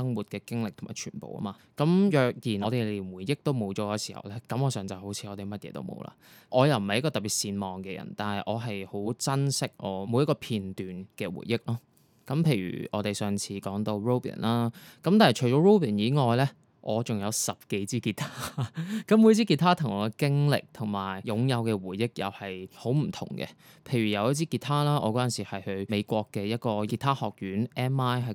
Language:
Cantonese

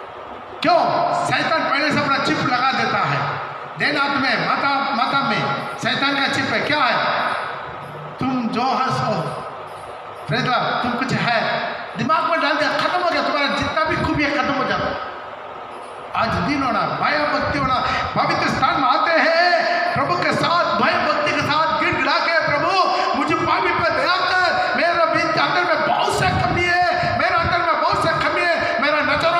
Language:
Hindi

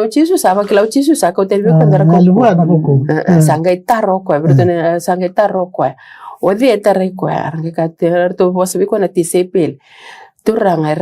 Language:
Fijian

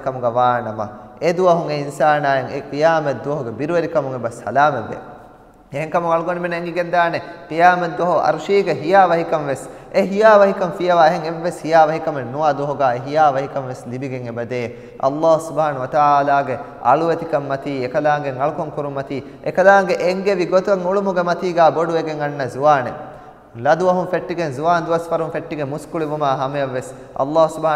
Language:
Divehi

